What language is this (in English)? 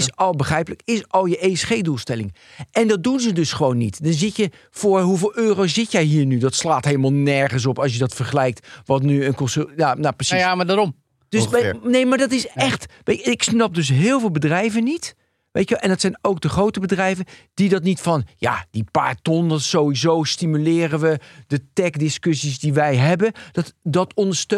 Dutch